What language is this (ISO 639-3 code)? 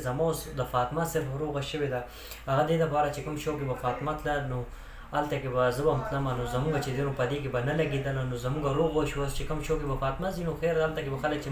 pus